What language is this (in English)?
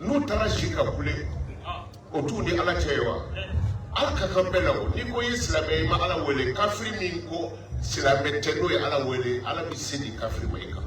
Bambara